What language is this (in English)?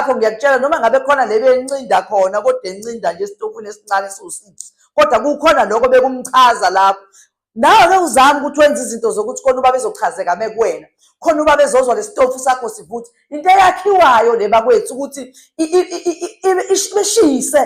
Zulu